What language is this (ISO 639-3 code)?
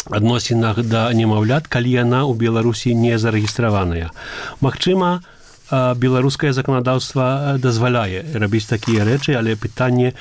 bel